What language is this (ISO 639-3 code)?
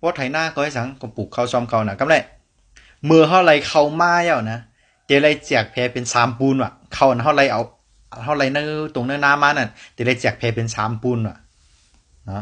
shn